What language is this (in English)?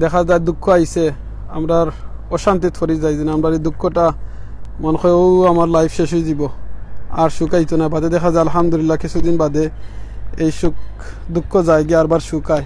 Sylheti